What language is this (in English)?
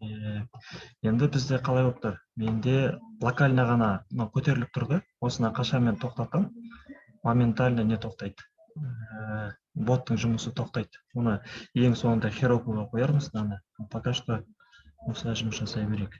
Kazakh